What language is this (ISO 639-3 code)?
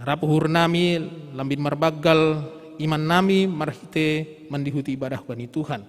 bts